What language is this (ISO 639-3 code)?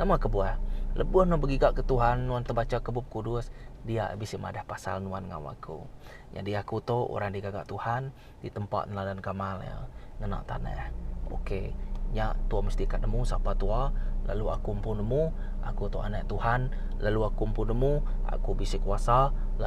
iba